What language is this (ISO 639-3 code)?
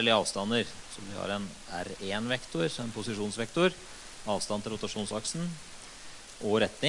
nor